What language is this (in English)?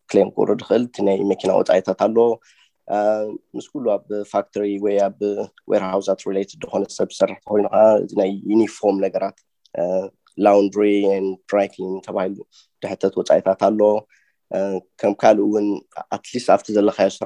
Tigrinya